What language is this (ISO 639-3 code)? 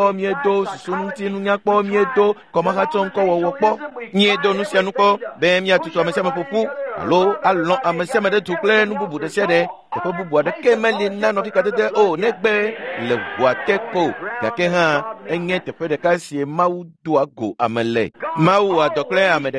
ewe